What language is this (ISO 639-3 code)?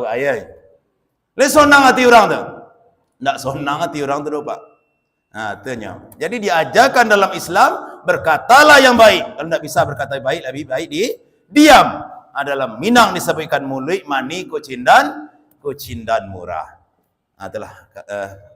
min